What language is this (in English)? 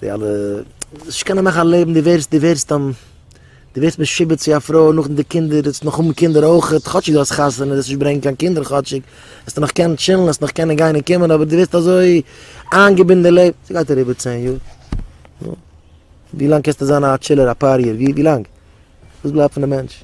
Yiddish